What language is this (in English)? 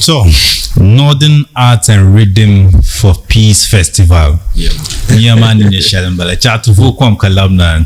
Dagbani